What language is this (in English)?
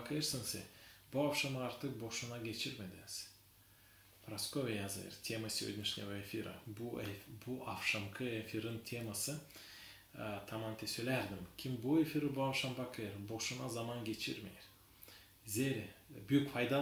Gagauz